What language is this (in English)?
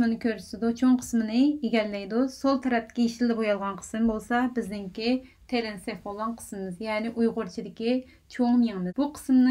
Uyghur